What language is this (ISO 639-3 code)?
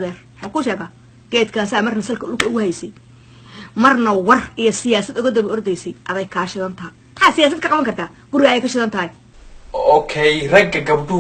som